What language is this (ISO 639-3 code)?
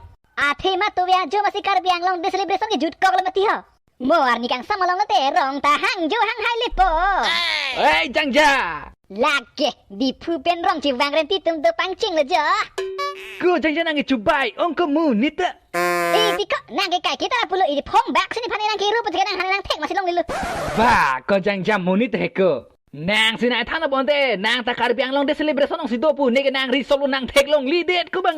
mjw